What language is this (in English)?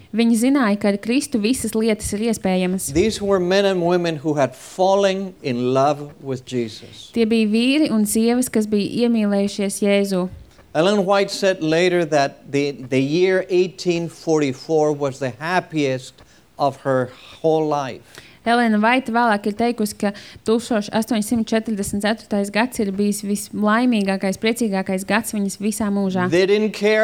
Latvian